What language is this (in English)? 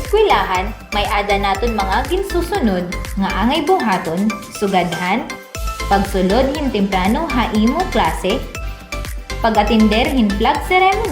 Waray